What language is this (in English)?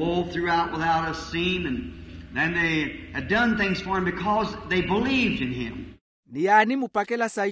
Makhuwa